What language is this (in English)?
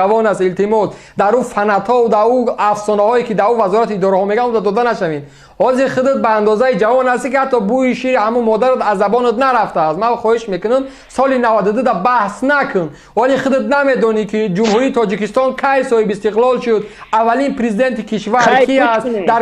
Tajik